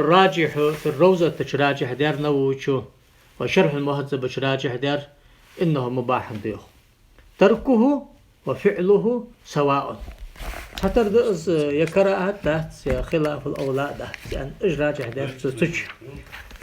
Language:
Ingush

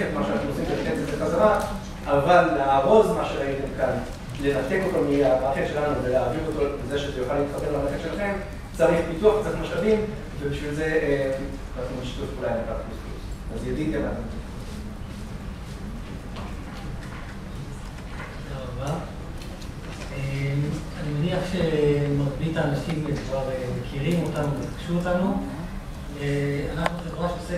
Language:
Hebrew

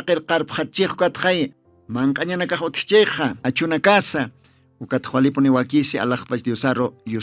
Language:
Aymara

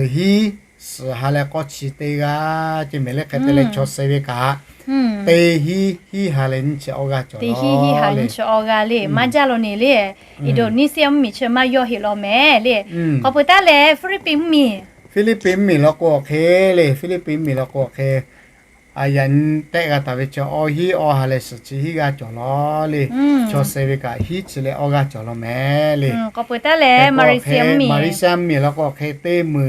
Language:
Lahu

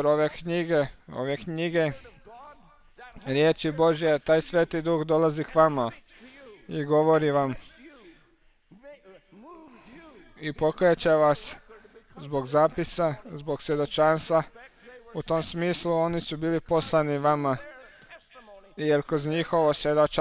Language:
Croatian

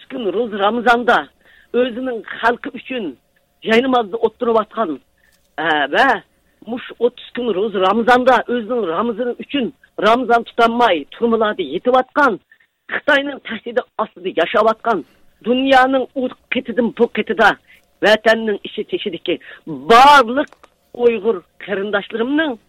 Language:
Uyghur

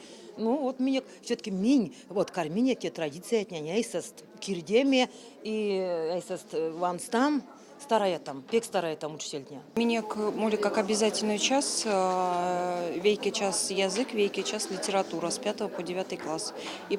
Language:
Erzya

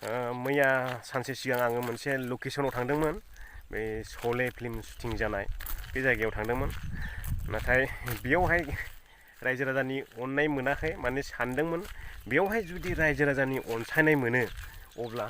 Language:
Bodo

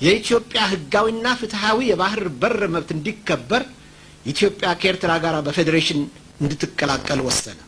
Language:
Amharic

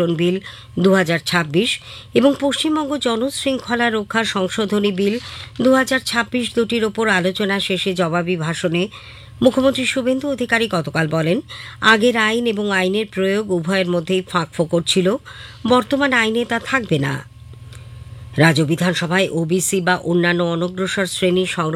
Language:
Bangla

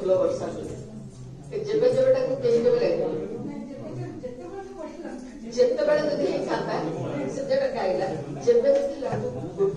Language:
Odia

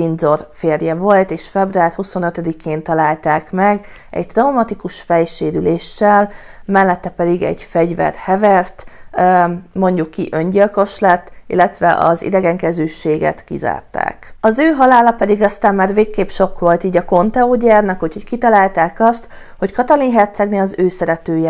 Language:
Hungarian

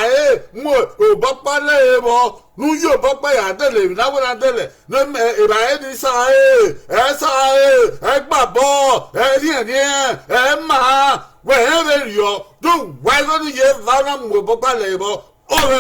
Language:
Bini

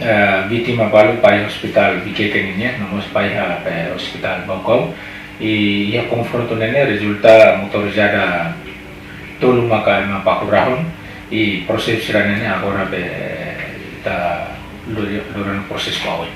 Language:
Tetum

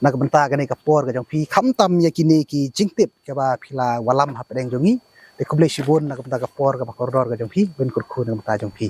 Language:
Khasi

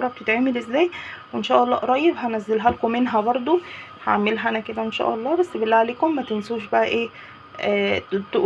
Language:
Egyptian Arabic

